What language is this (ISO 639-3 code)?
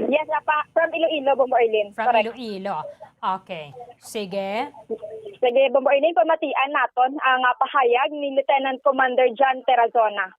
hil